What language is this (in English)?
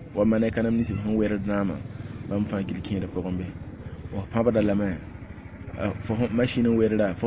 Mossi